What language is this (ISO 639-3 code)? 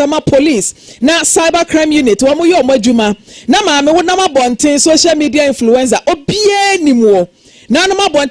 aka